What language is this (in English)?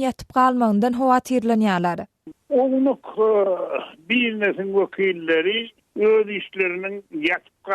Turkmen